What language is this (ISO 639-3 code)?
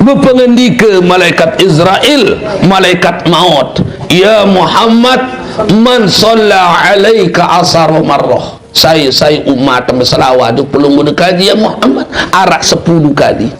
sas